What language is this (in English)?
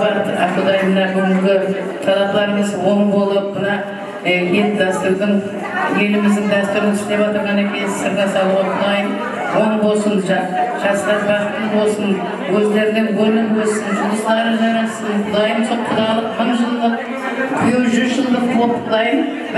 Kara-Kalpak